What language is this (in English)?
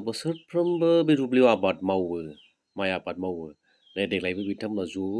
Bodo